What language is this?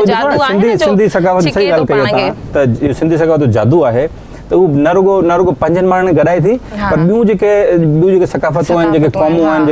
Sindhi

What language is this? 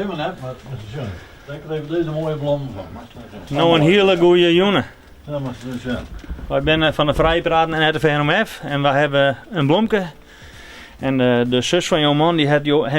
Western Frisian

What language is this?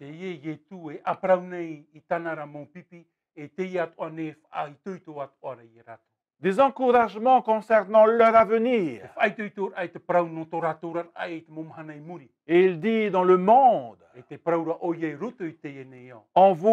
Tahitian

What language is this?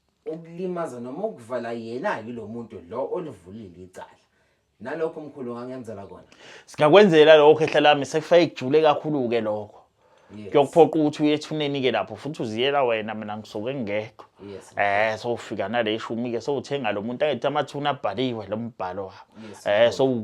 Zulu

